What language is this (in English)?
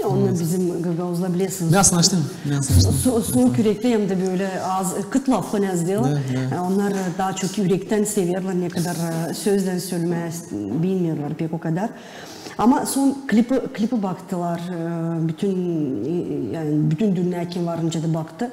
Gagauz